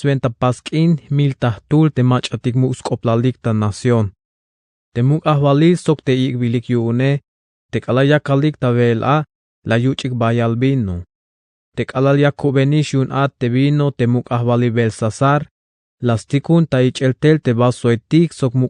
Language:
Tzeltal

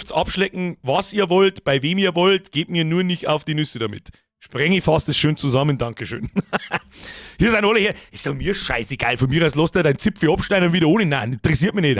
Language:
Bavarian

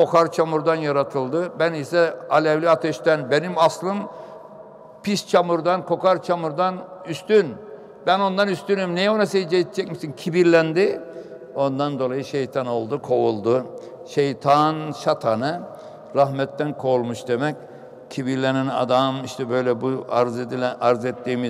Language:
Turkish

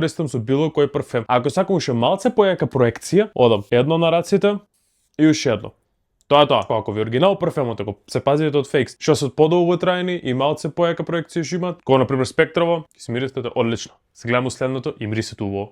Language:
Macedonian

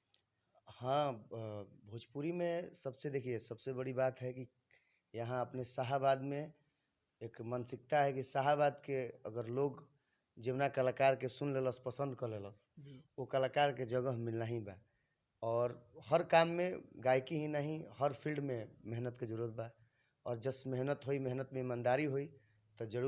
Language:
Bhojpuri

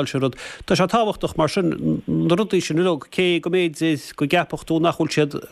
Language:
Irish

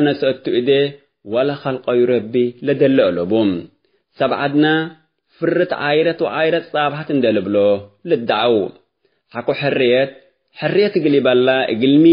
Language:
Tigre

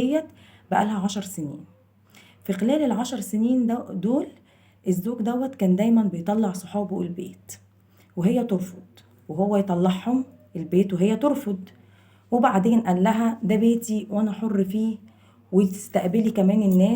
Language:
Egyptian Arabic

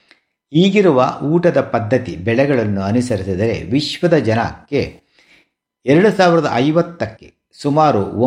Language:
Kannada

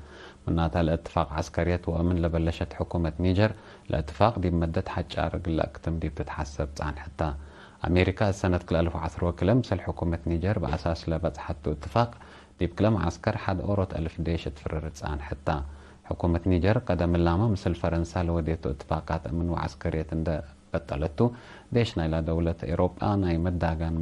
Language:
Tigre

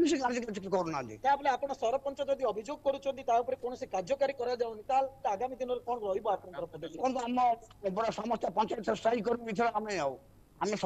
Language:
Odia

